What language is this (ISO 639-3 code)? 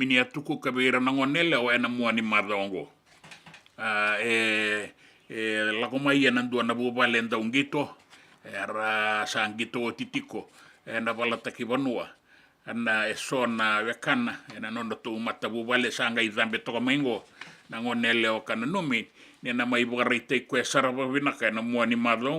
fij